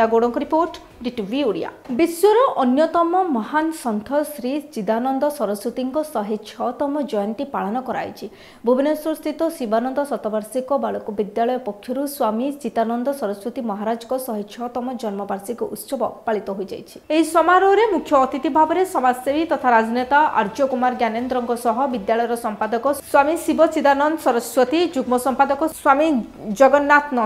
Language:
Odia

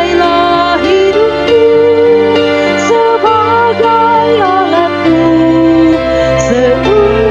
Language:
Indonesian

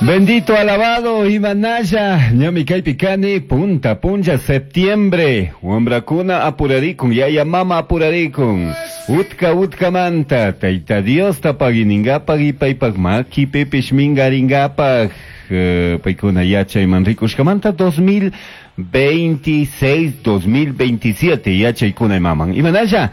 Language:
Chimborazo Highland Quichua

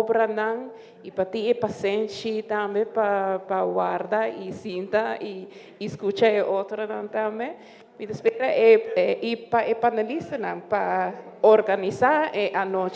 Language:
Papiamento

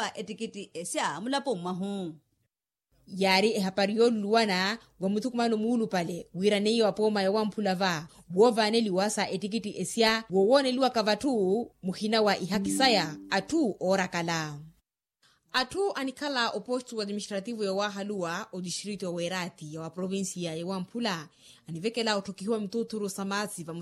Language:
Makhuwa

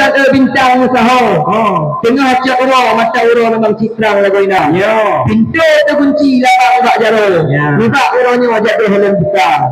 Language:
Achinese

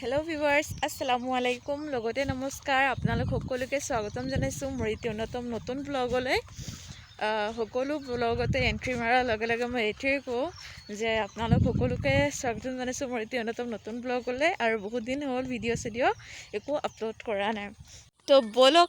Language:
Assamese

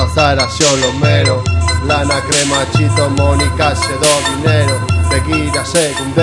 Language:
Basque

